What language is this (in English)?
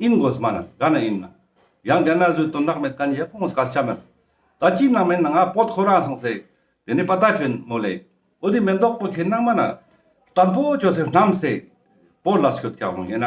Ladakhi